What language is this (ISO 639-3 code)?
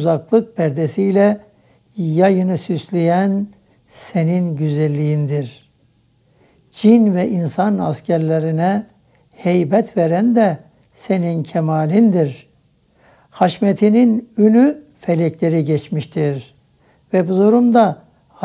tur